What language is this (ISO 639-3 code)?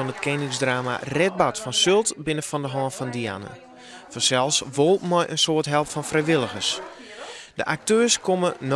fry